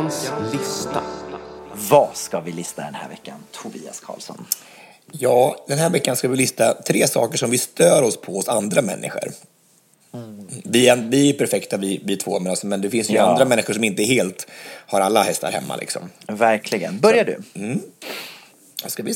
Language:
Swedish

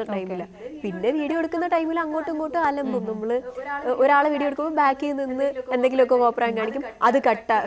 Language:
Malayalam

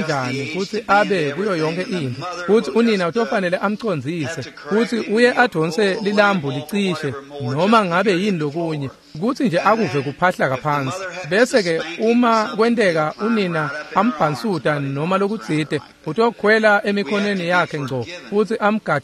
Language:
Swati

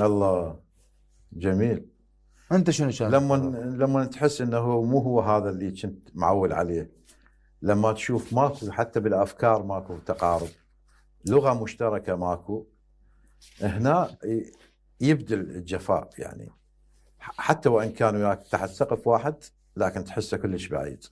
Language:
Mesopotamian Arabic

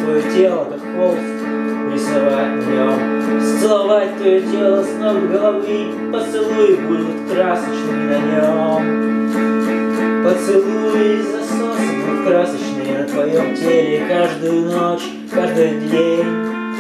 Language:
Russian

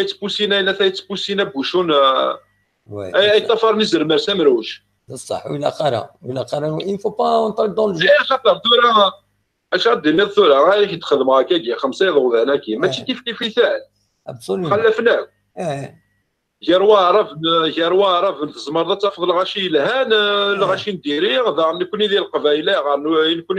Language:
Kabyle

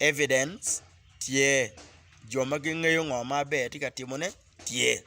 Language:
Acoli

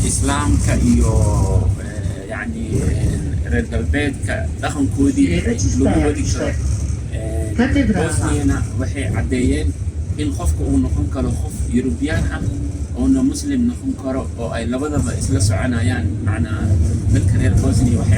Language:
Somali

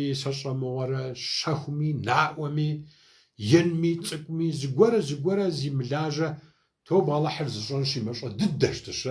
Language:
Kabardian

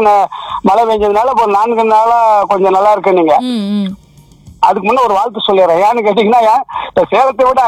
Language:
Tamil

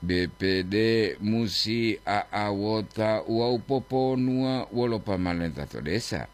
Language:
Gorontalo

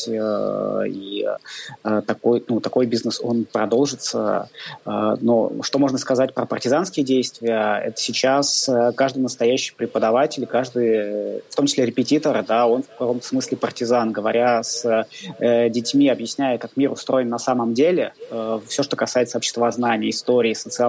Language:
Russian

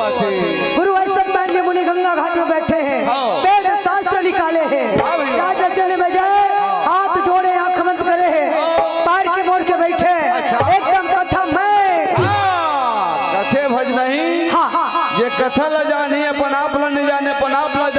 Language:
Chhattisgarhi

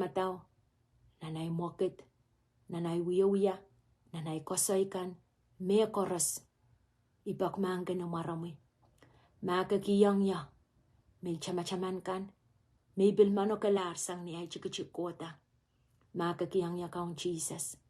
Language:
Pohnpeian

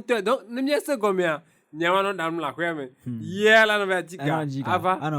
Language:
Ewe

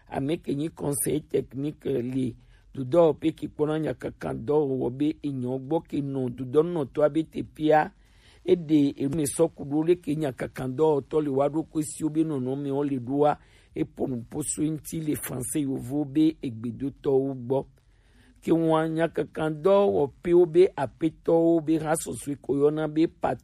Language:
Gen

